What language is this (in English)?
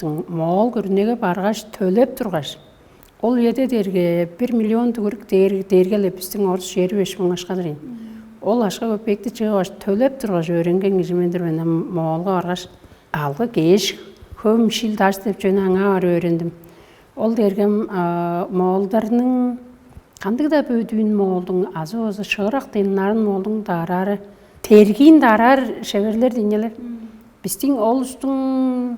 Tuvinian